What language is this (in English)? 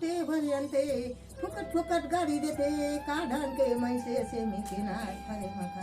Chhattisgarhi